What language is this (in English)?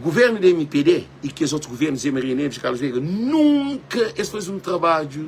Kabuverdianu